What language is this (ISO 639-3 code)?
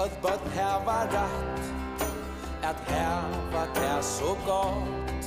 fao